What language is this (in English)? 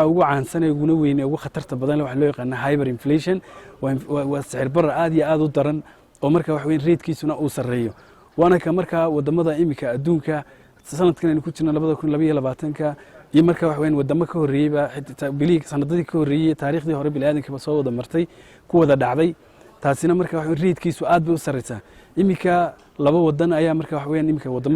Somali